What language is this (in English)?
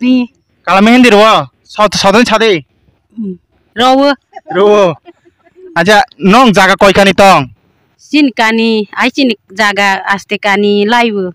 Kok Borok